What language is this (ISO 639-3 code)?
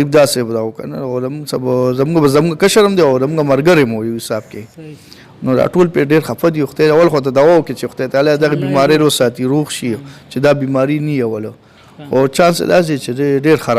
pus